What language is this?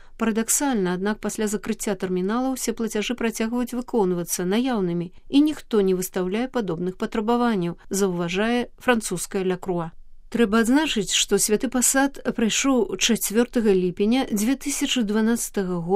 Belarusian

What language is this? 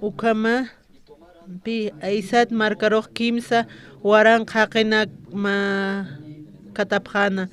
Aymara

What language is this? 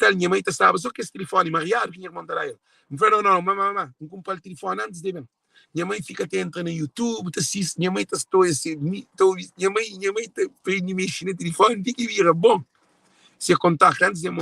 Kabuverdianu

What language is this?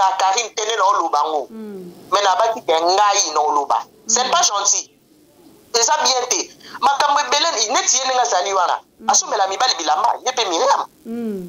Lingala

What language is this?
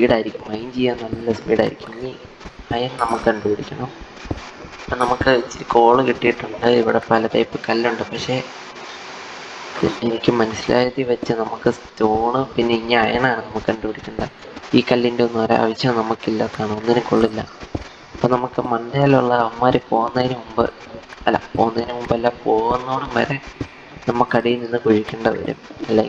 Malayalam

